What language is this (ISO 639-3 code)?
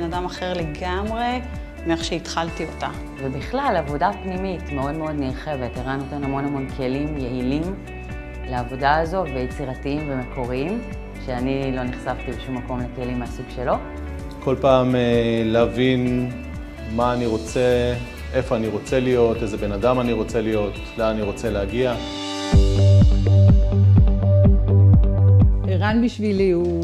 heb